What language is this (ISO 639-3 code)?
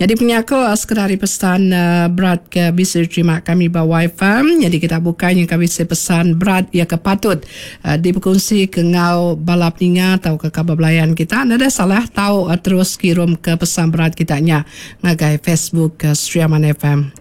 iba